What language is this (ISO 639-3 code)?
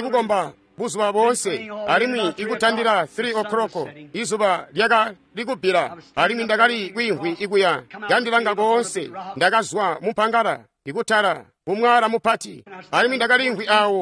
toi